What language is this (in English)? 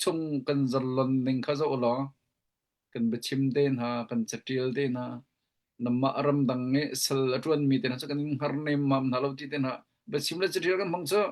Hakha Chin